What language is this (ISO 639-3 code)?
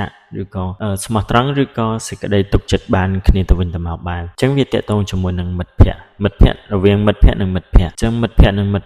khm